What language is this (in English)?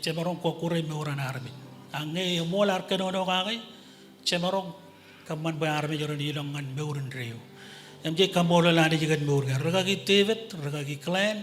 Marshallese